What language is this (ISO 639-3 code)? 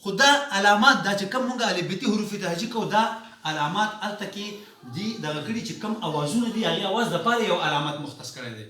pus